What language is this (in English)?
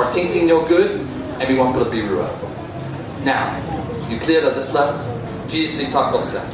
Tok Pisin